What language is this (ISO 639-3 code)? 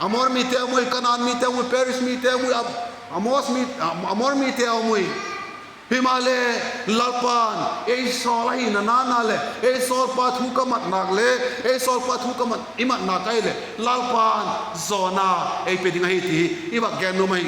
vap